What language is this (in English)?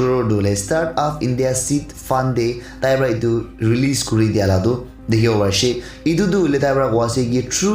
Naga Pidgin